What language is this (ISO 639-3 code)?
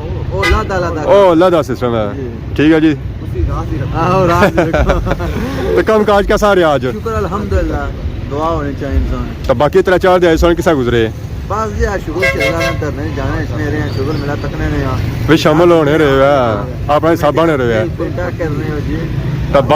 phr